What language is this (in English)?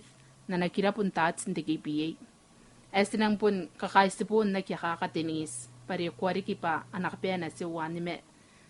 Gilbertese